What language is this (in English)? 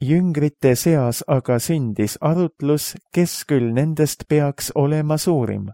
Estonian